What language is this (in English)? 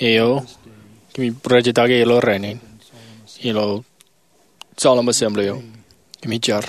Marshallese